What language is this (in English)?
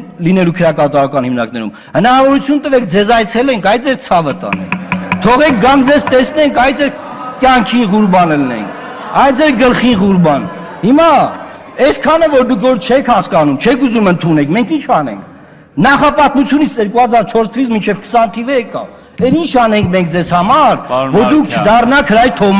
Armenian